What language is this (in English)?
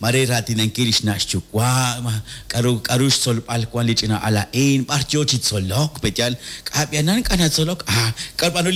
Kekchí